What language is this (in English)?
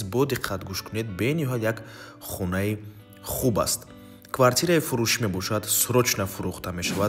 Tajik